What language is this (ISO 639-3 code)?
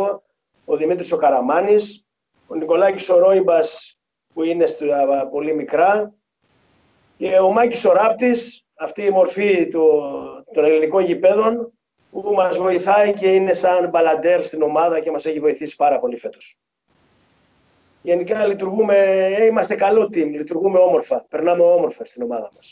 ell